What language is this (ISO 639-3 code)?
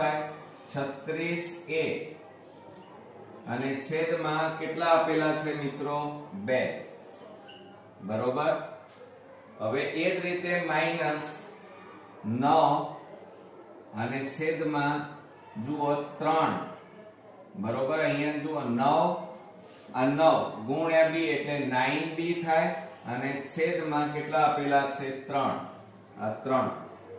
guj